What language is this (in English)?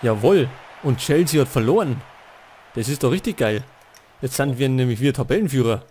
Bavarian